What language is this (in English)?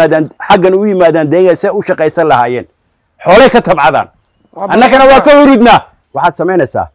Somali